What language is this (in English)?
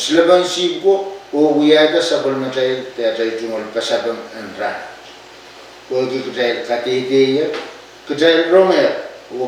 Pohnpeian